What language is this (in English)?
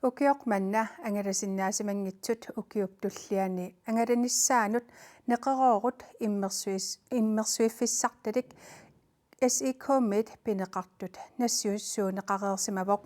Kalaallisut